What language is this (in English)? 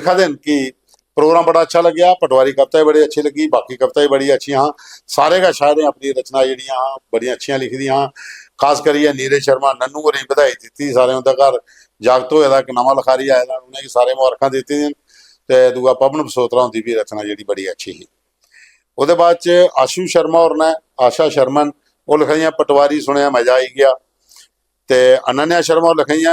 Dogri